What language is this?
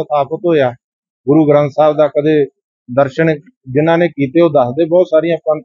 Punjabi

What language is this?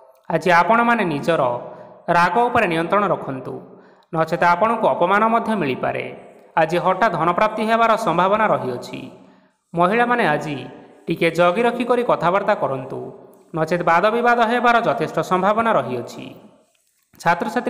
Odia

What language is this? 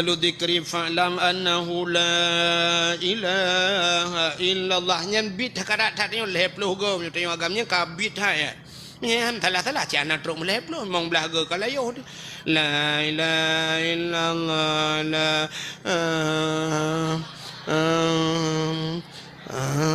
Achinese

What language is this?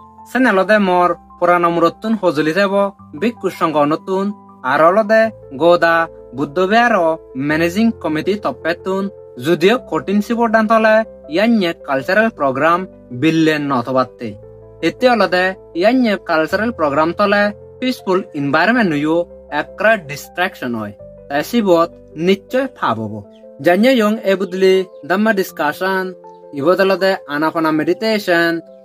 Chakma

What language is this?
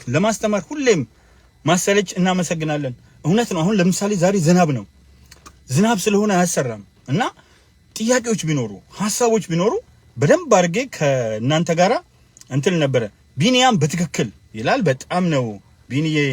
Amharic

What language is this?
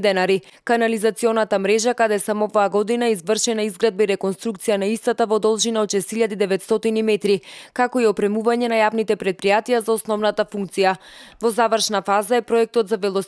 Macedonian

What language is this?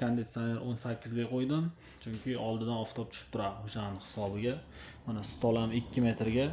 Uzbek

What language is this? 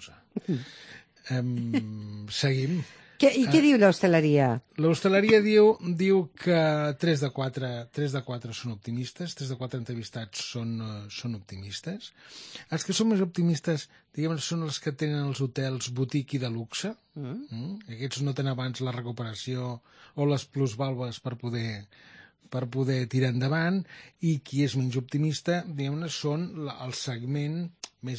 Catalan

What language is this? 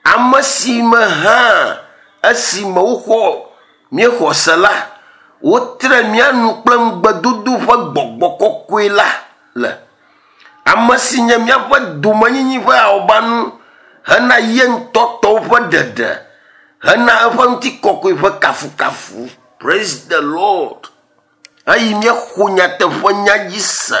Ewe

